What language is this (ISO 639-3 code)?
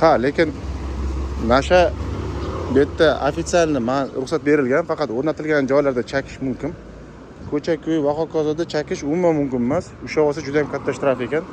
uzb